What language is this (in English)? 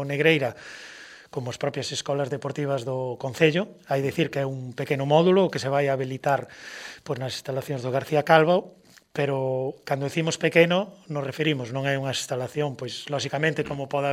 Galician